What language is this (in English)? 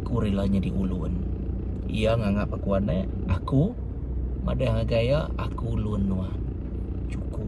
Iban